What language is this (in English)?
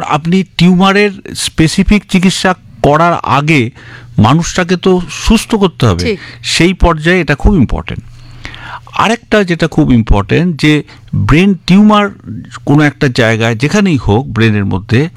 Bangla